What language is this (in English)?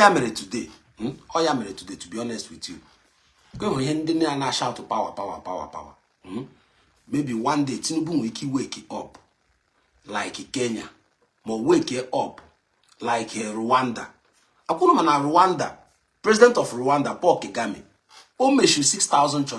Igbo